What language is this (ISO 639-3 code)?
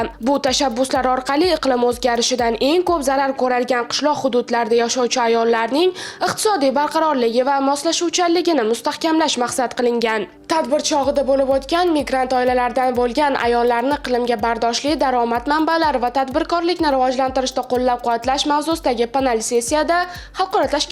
uzb